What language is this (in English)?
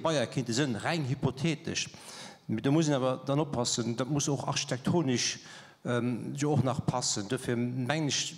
Luxembourgish